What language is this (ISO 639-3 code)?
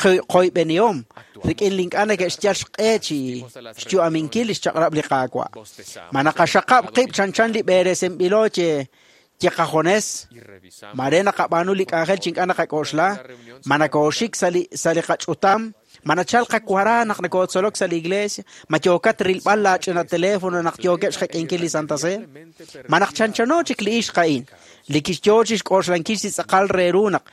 kek